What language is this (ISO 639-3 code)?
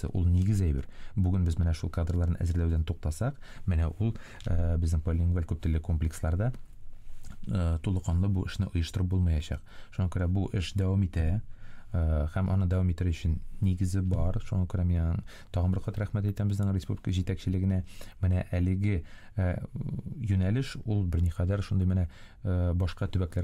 tat